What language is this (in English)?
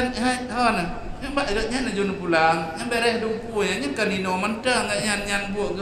Achinese